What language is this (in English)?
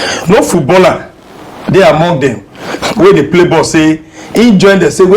Nigerian Pidgin